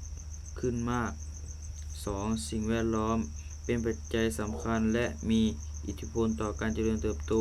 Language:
Lao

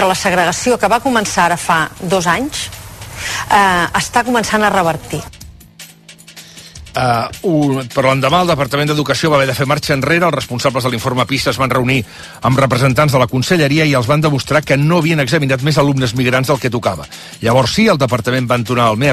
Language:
Catalan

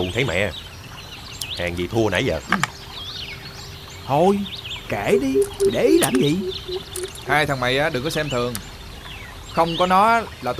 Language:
Vietnamese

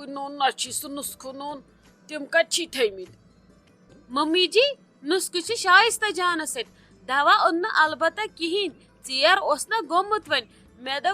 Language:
Kashmiri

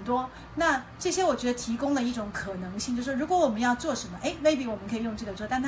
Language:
Chinese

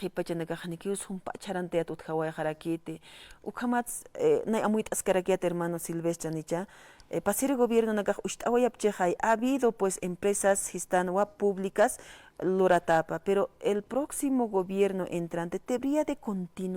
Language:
Aymara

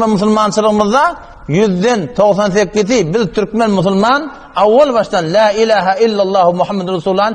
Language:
Turkmen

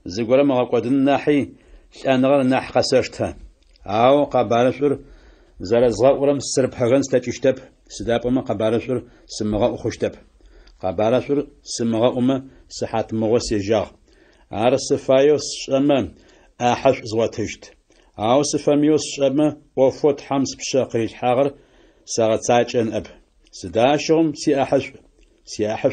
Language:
Adyghe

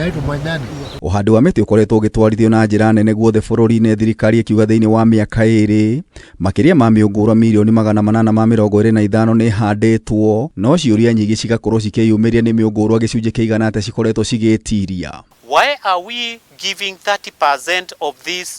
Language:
Kikuyu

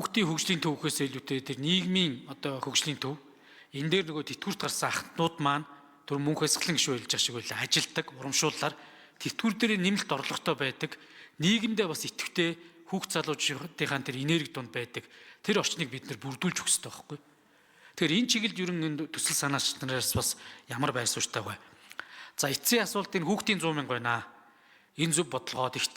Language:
Mongolian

